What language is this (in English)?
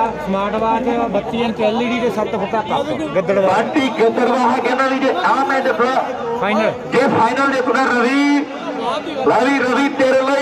Punjabi